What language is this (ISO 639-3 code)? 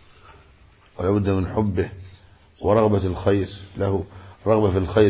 ara